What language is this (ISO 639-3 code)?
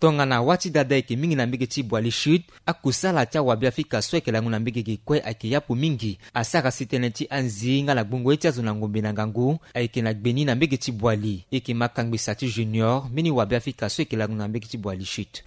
sag